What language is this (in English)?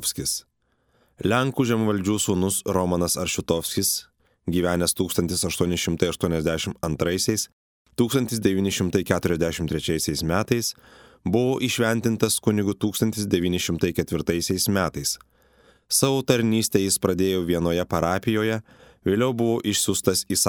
Lithuanian